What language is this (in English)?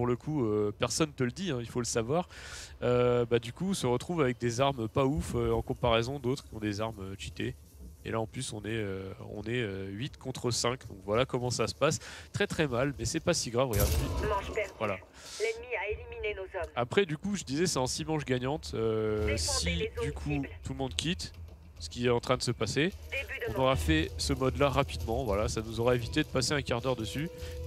French